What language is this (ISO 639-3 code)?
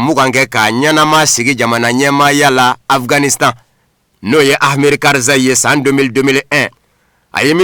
bam